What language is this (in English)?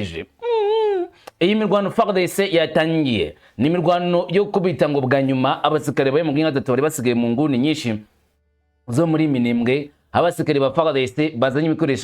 Kinyarwanda